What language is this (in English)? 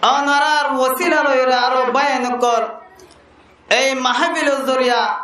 Rohingya